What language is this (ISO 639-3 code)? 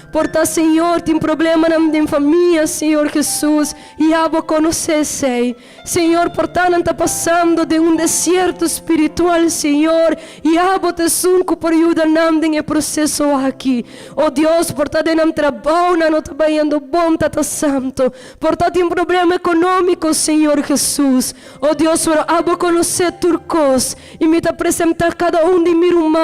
pap